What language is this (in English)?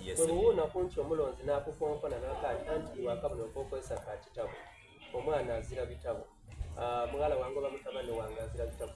Soga